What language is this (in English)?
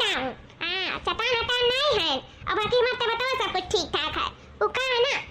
Awadhi